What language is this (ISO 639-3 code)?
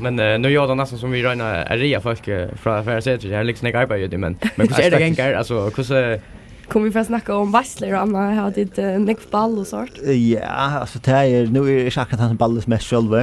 fao